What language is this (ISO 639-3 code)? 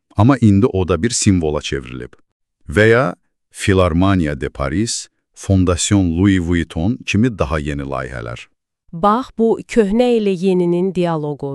aze